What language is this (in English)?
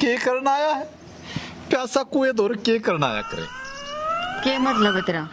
Haryanvi